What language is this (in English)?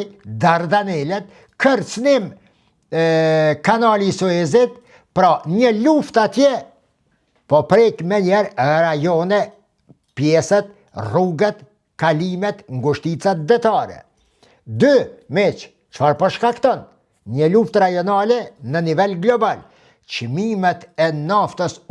Albanian